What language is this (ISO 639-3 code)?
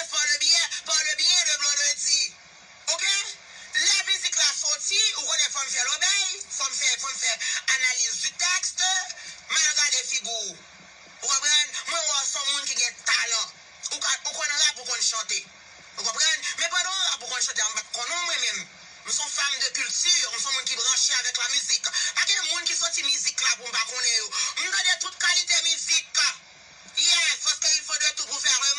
hat